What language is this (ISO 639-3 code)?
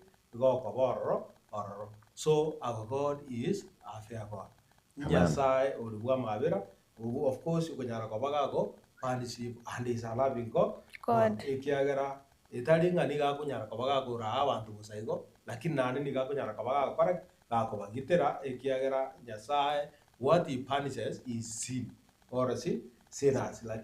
guz